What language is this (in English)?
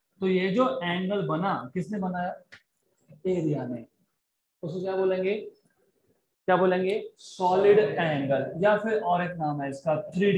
Hindi